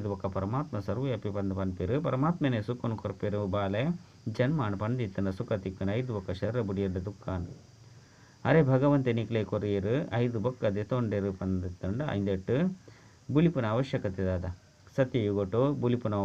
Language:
Tulu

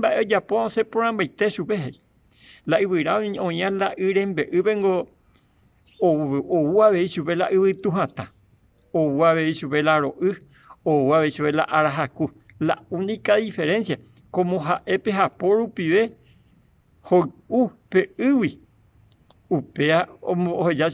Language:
Guarani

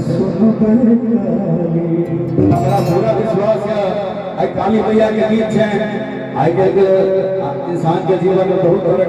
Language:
Maithili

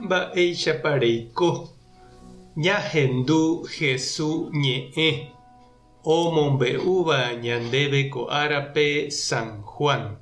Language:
Guarani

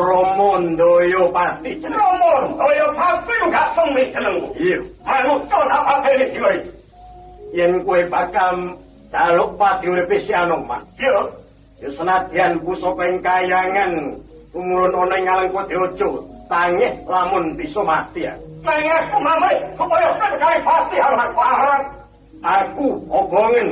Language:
Javanese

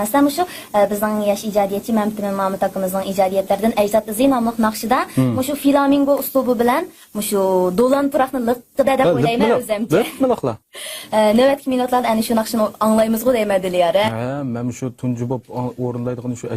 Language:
Uyghur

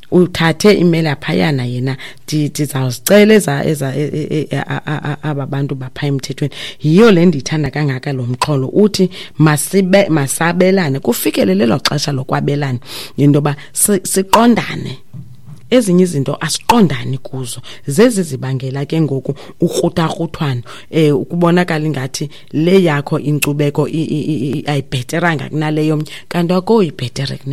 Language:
Xhosa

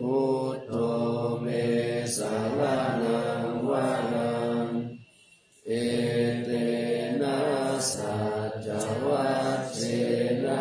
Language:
Pali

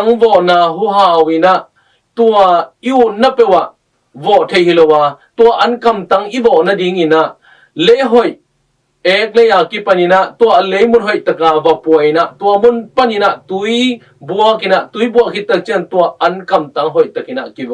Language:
Tedim Chin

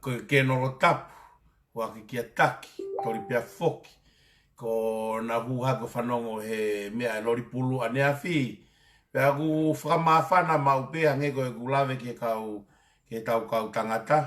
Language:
Tongan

